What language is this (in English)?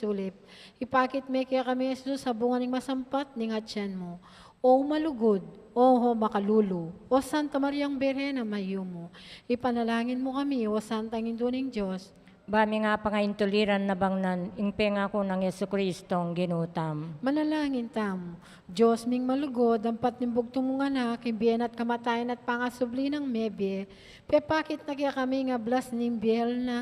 Pampanga